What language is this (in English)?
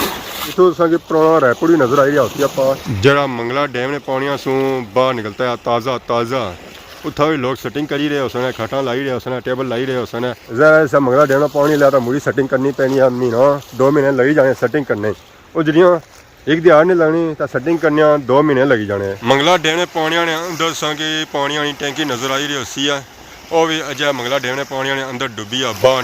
Pahari-Potwari